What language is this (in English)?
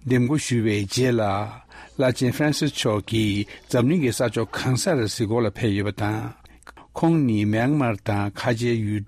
Tibetan